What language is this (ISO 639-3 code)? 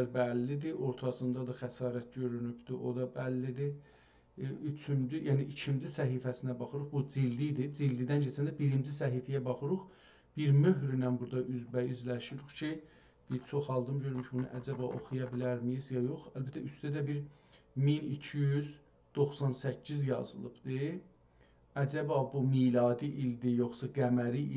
azb